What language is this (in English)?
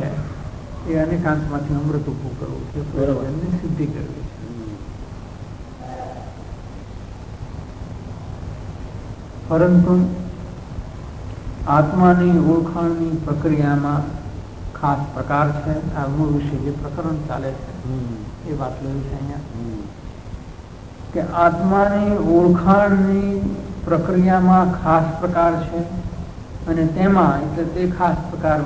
Gujarati